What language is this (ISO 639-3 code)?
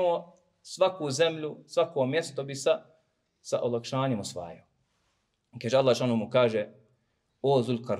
bos